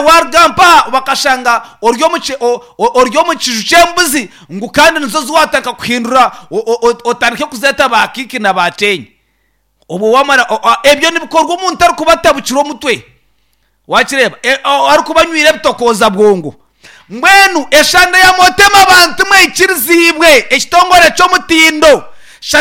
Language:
Nyankole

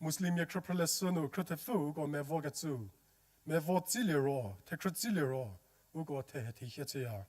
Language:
Angami Naga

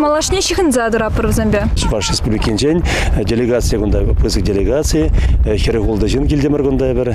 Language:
Chuvash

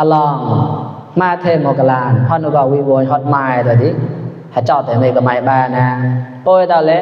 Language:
Mon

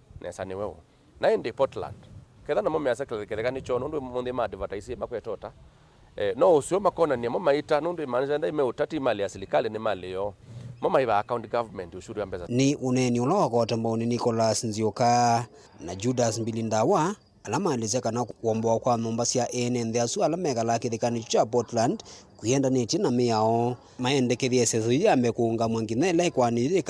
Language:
Kamba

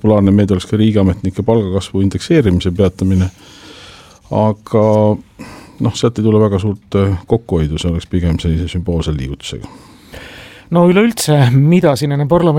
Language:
Estonian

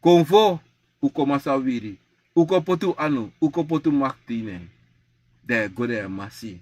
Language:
Sranan Tongo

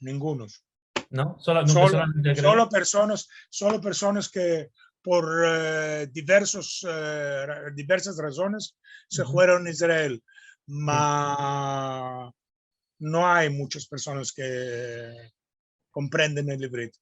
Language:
Ladino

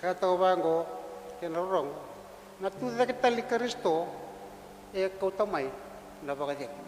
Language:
Fijian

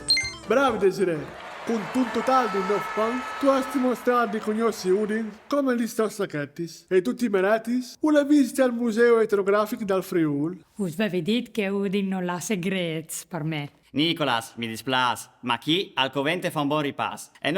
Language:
Friulian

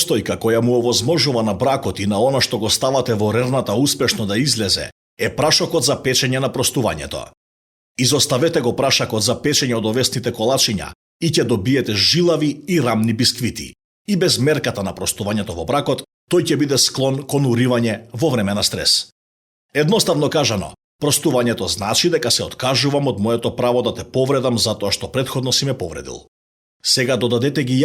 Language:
Macedonian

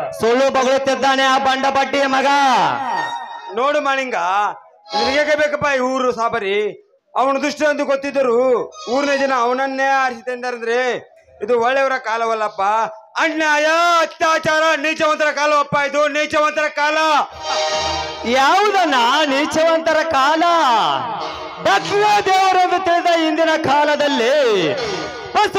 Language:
Kannada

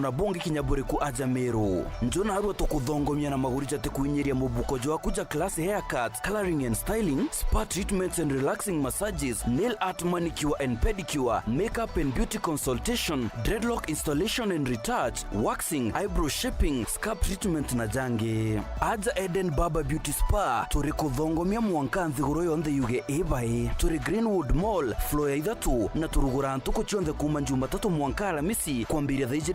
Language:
Meru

